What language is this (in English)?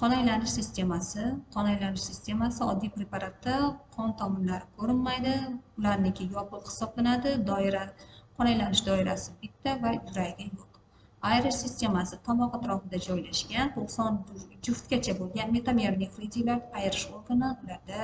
Uzbek